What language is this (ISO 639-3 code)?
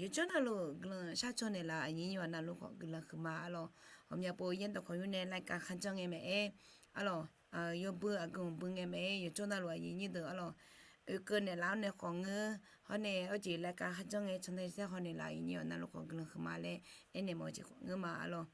ahk